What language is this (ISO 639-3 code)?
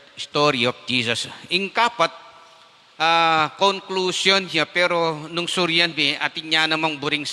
pam